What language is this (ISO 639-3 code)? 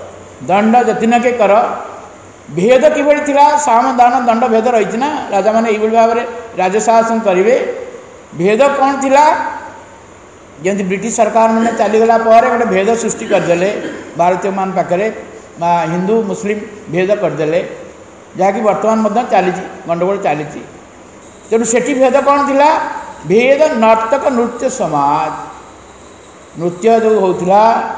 ori